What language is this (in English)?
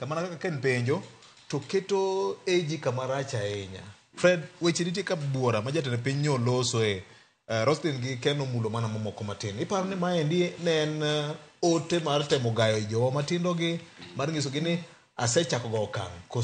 Luo (Kenya and Tanzania)